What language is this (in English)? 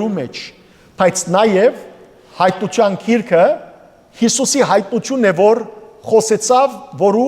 Western Armenian